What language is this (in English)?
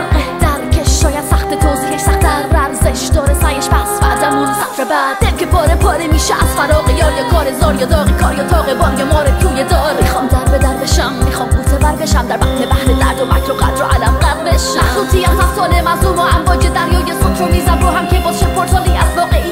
Persian